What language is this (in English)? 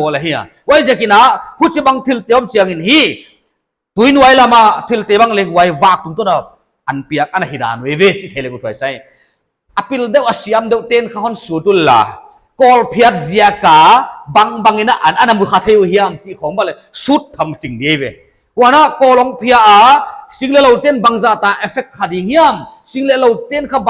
Paite Chin